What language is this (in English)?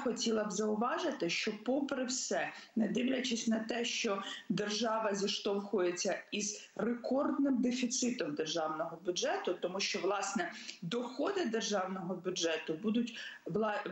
Ukrainian